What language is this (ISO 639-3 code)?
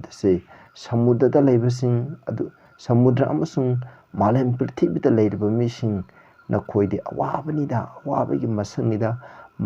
mni